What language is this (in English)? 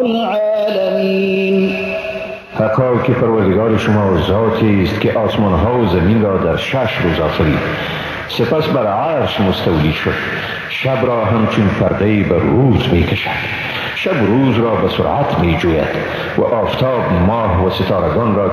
Persian